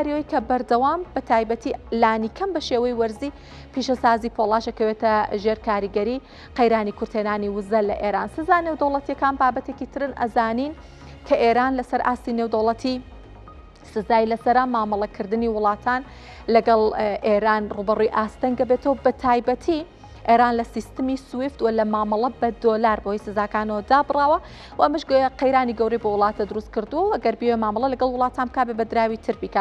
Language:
Central Kurdish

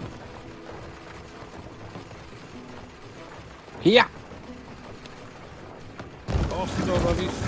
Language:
Hungarian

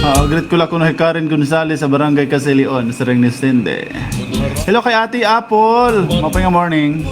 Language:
Waray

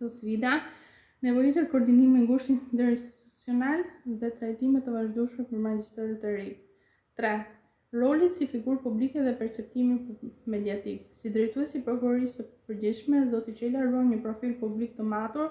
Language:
Albanian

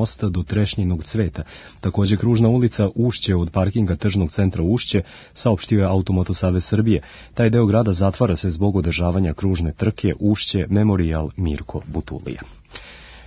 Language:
Serbian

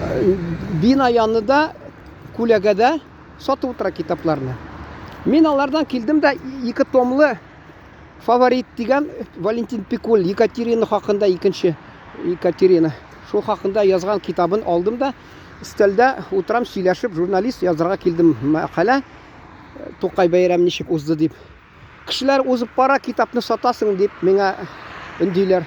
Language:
Tatar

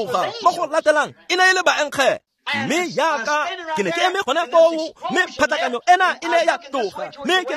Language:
Tswana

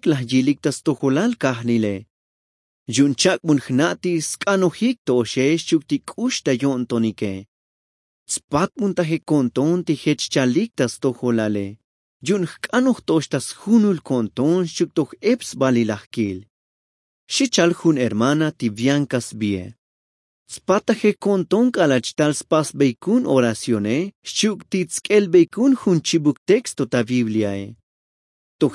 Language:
Tzotzil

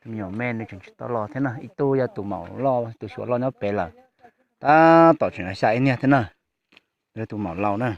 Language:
Hmong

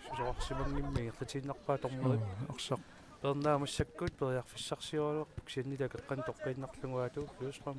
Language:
Kalaallisut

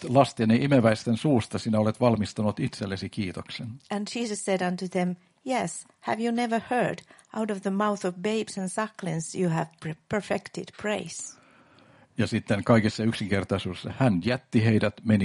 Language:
Finnish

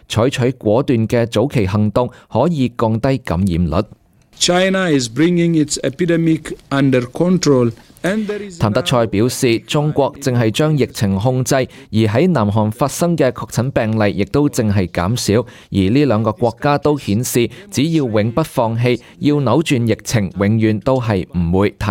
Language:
Cantonese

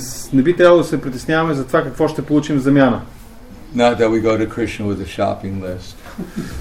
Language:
Bulgarian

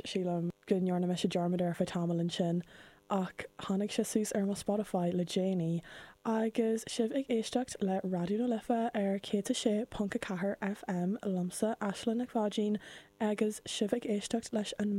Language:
Irish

